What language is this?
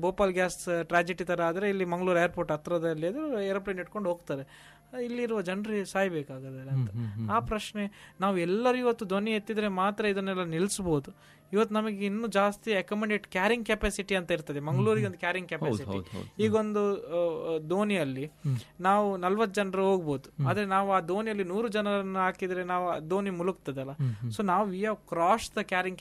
Kannada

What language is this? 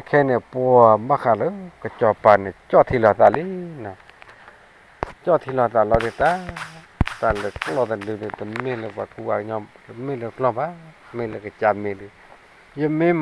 S'gaw Karen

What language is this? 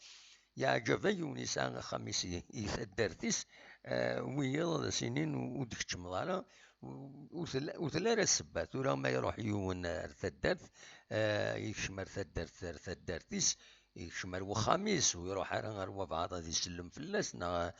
Kabyle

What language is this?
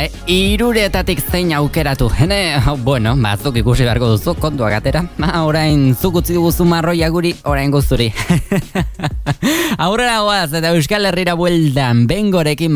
Basque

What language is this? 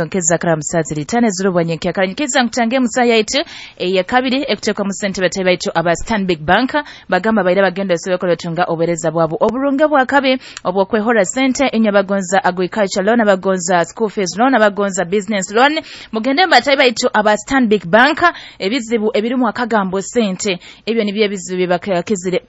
Nyoro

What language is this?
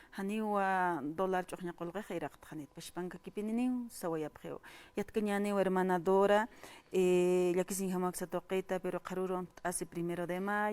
Aymara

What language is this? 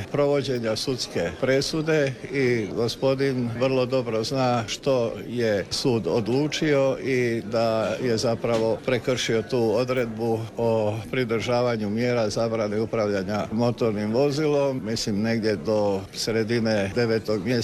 Croatian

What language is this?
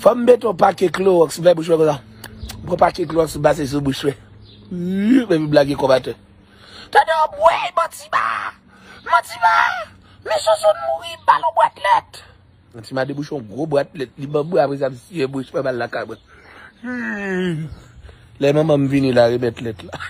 Haitian Creole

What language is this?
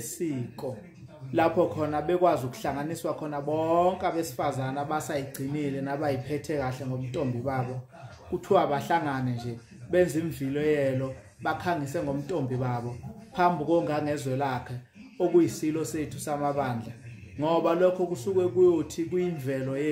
Zulu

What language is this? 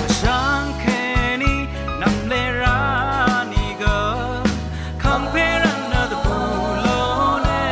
Rawang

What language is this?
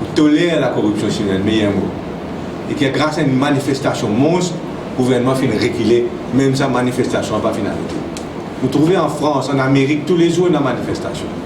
Morisyen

